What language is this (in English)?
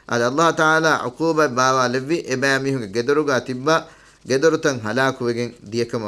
Divehi